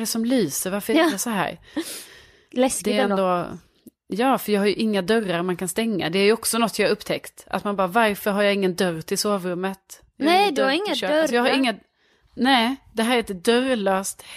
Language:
Swedish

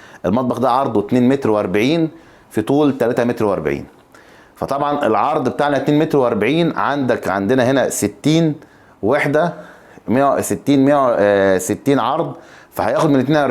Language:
Egyptian Arabic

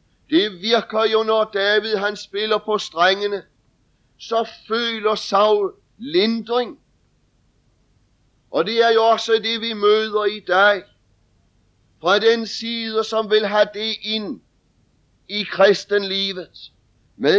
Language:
Danish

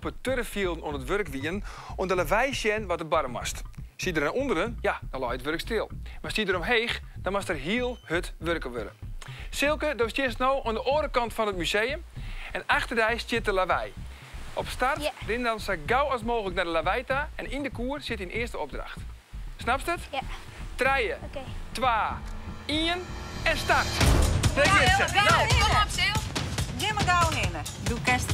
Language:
Western Frisian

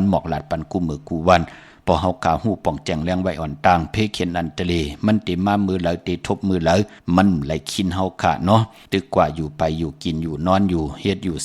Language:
Shan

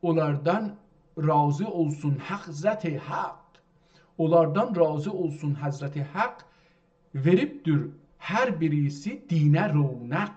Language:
South Azerbaijani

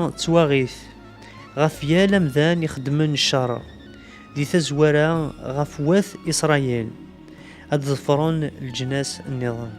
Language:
Kabyle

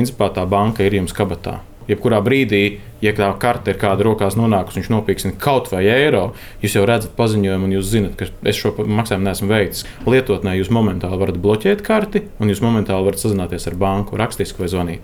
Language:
Latvian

